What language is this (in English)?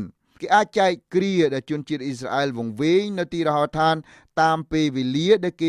Khmer